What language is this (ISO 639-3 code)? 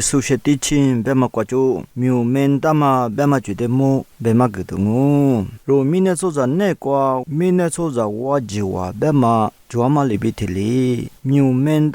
lis